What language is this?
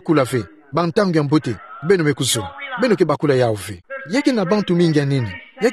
Kituba (Democratic Republic of Congo)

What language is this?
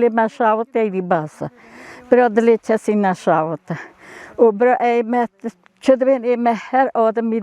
Kurdish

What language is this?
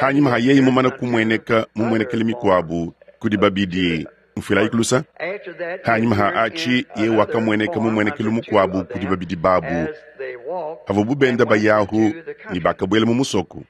Luba-Lulua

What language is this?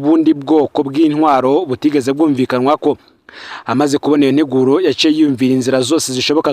Rundi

